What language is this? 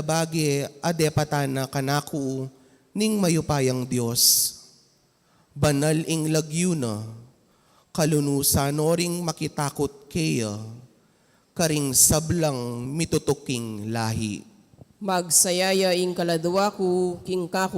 Pampanga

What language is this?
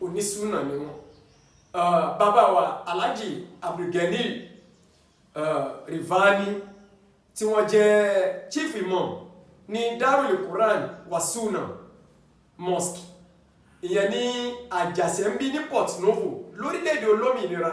Yoruba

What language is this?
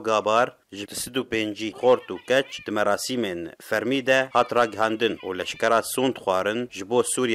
Kurdish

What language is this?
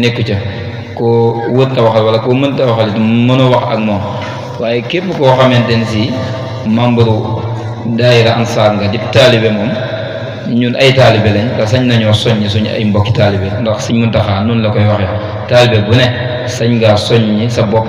Wolof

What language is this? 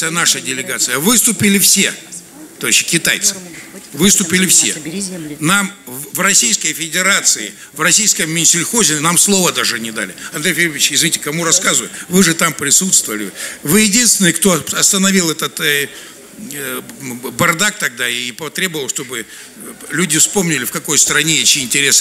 Russian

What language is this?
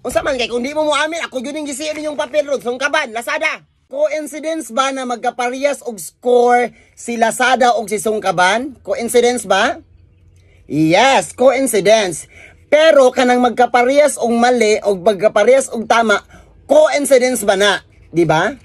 Cebuano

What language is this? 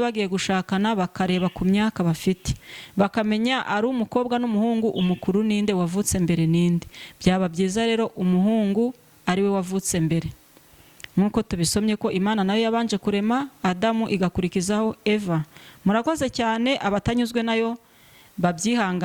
Kinyarwanda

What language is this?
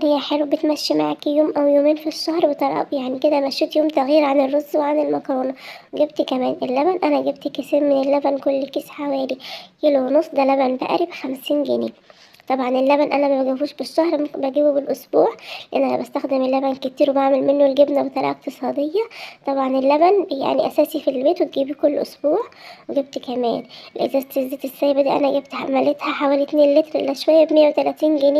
Egyptian Arabic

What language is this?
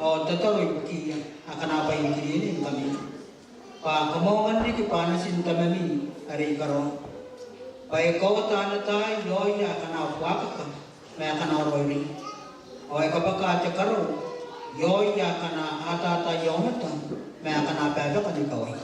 Gilbertese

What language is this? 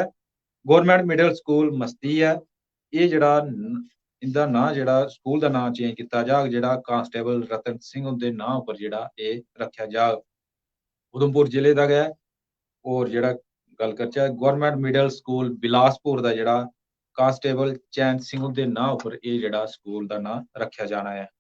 Dogri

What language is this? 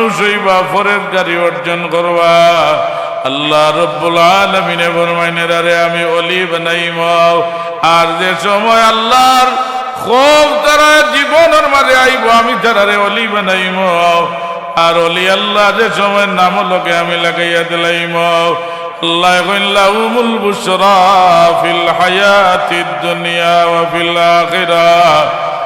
Sylheti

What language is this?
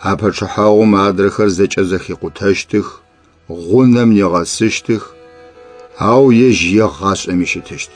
Adyghe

